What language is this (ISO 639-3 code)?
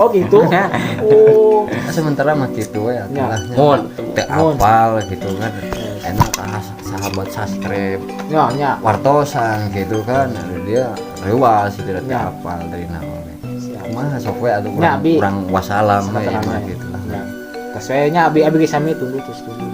sun